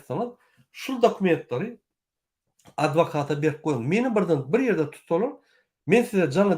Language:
Turkmen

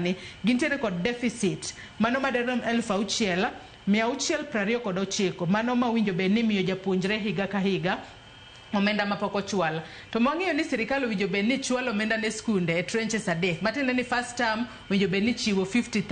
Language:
Luo (Kenya and Tanzania)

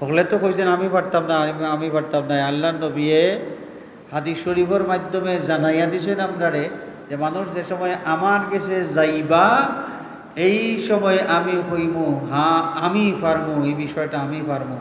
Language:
Sylheti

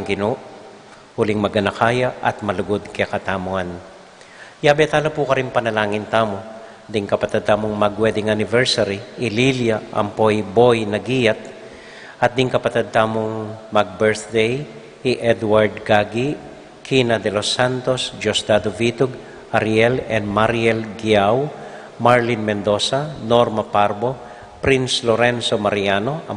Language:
Pampanga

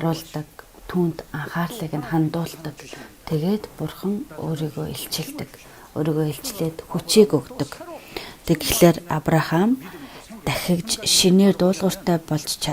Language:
Mongolian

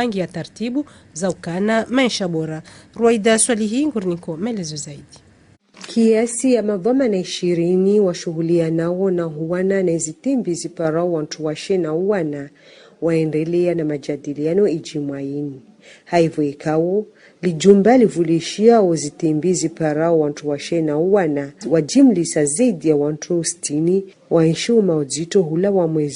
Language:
Ngazidja Comorian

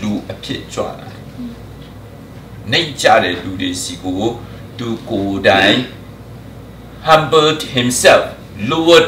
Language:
Burmese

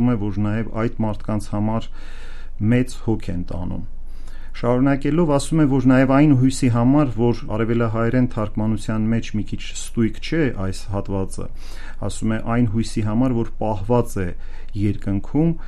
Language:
Armenian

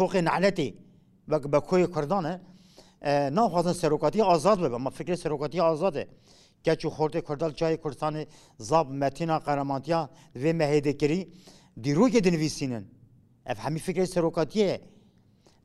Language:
Kurdish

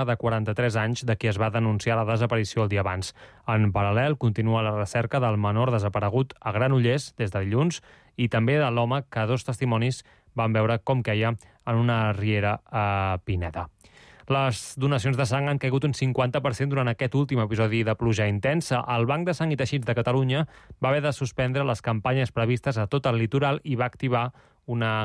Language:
Catalan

